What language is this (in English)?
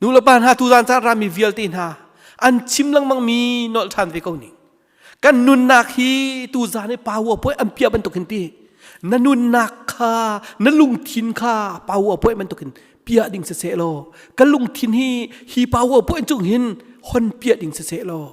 Hakha Chin